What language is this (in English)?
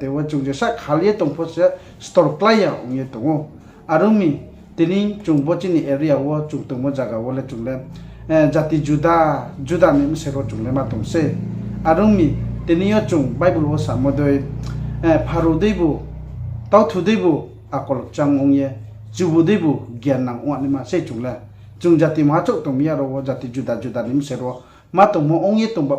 Riang (India)